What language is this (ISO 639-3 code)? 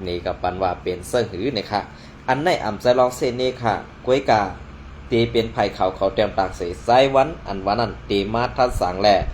shn